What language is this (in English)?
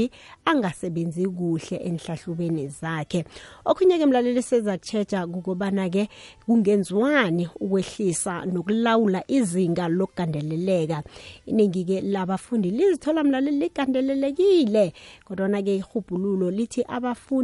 South Ndebele